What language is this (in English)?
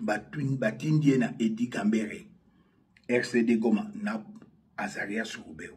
Lingala